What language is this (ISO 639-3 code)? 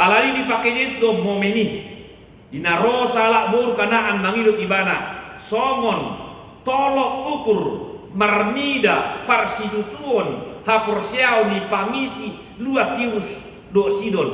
bbc